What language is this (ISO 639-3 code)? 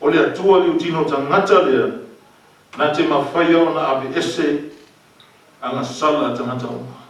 smo